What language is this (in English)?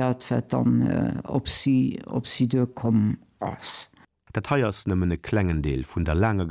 Luxembourgish